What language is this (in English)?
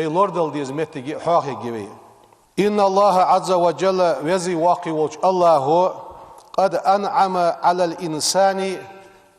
Ingush